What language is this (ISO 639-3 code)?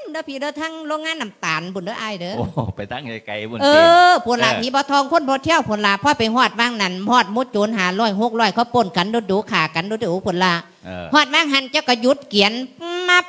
lao